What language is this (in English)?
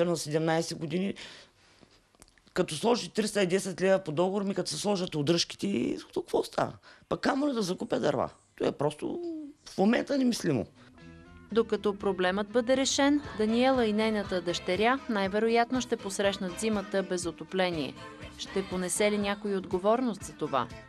Bulgarian